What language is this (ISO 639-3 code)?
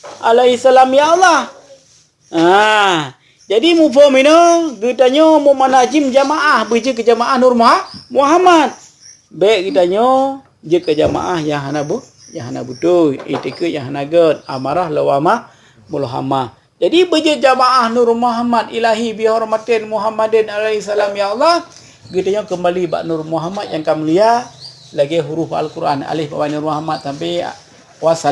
ace